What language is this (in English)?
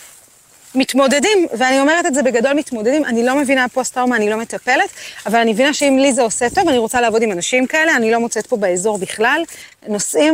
Hebrew